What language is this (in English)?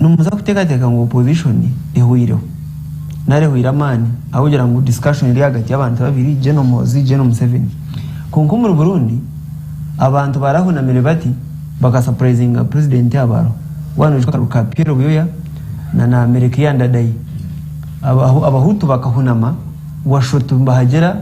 Nyankole